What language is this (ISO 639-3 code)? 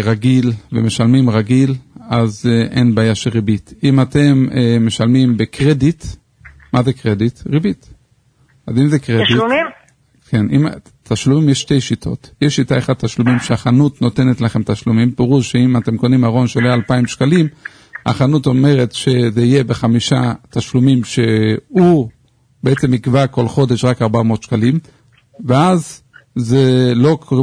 heb